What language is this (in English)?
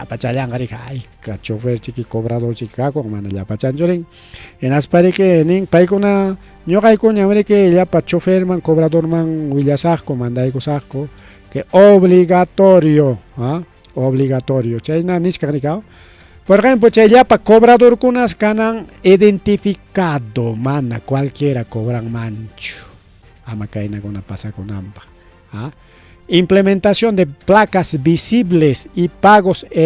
Ayacucho Quechua